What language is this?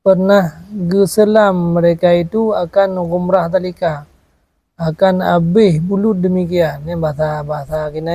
Achinese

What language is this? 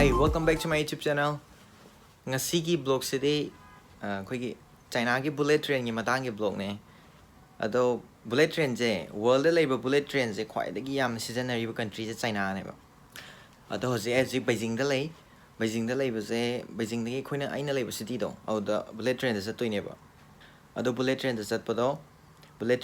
Manipuri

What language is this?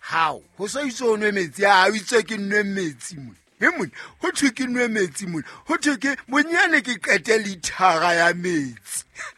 Southern Sotho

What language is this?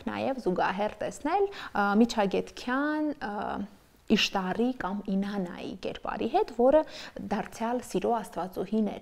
Armenian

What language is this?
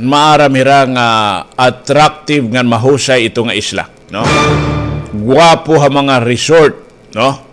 Waray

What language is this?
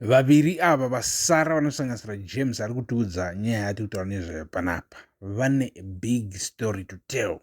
Shona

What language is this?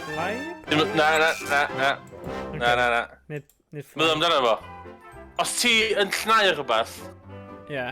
Welsh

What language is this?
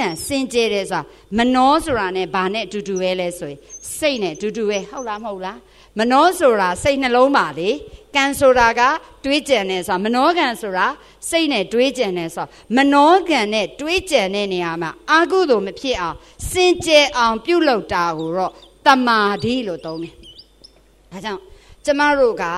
Burmese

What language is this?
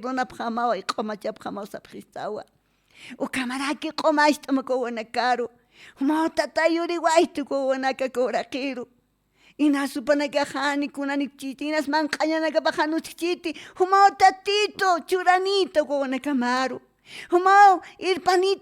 Aymara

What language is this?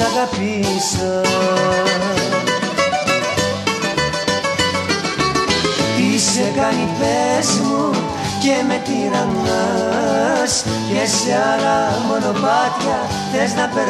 Greek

